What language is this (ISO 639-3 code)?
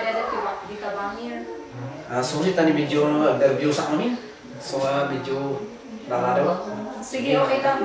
kne